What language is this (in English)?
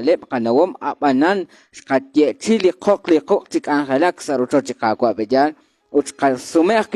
Kekchí